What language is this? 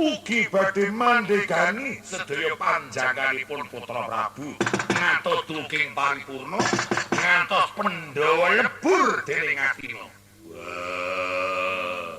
Javanese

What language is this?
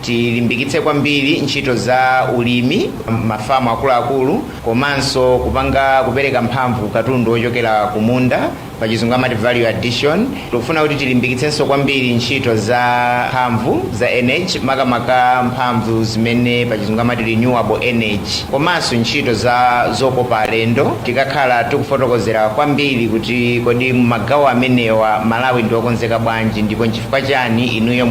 Nyanja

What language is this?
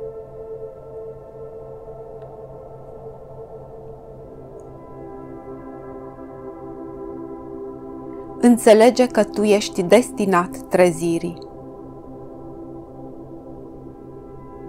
Romanian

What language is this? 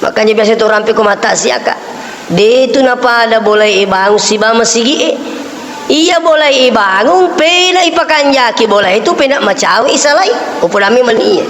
Buginese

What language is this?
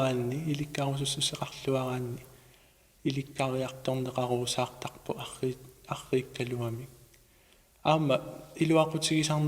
Kalaallisut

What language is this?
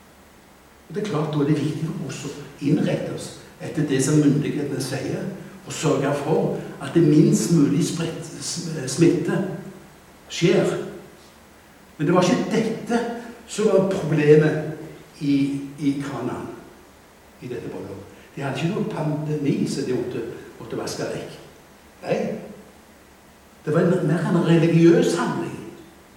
Norwegian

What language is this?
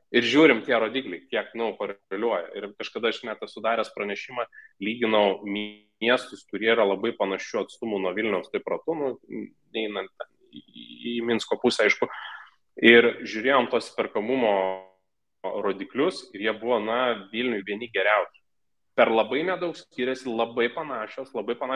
Lithuanian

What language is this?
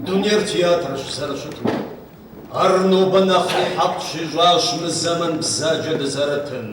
Kabardian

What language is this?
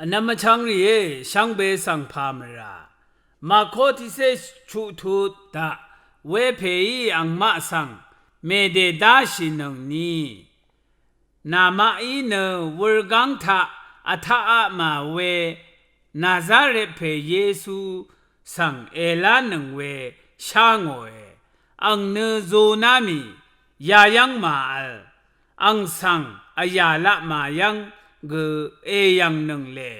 Rawang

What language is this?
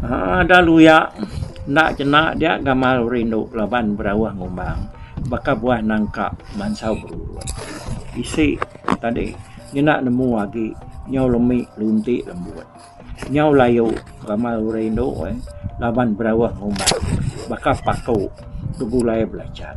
Iban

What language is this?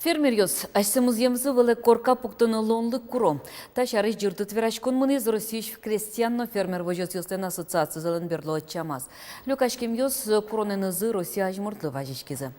Udmurt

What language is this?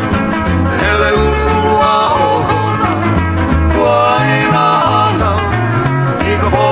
Hawaiian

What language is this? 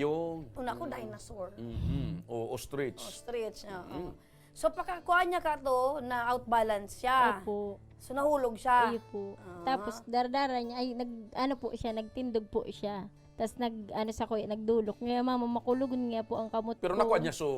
Bikol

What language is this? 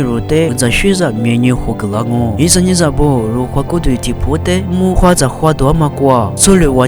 Lisu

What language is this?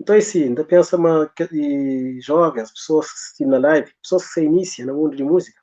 Kabuverdianu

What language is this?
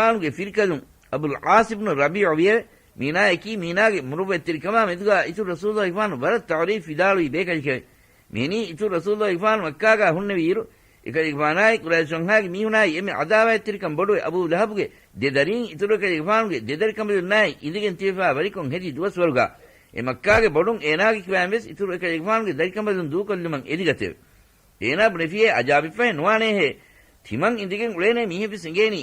Divehi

